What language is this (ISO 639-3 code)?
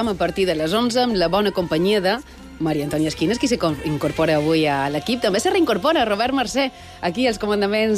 cat